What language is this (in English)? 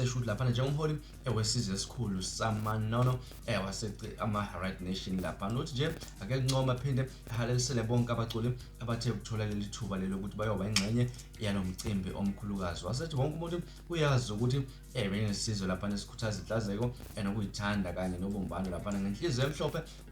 Zulu